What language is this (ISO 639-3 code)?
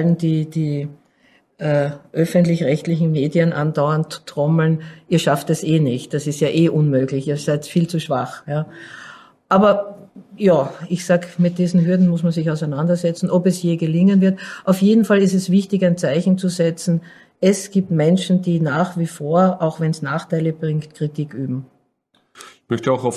deu